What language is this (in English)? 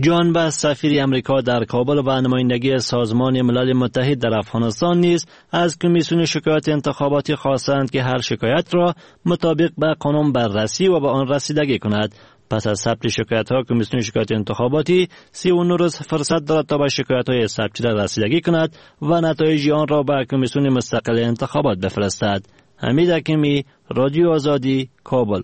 Persian